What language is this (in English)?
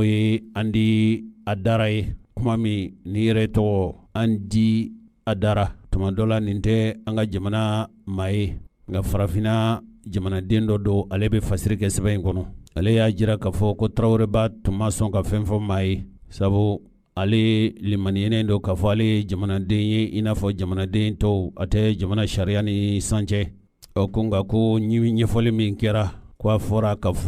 Bambara